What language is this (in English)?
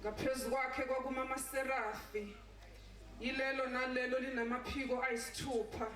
Zulu